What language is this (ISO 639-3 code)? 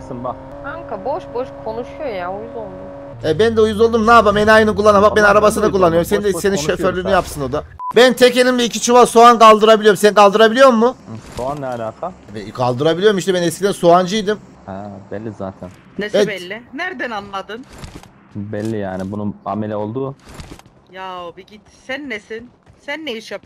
tur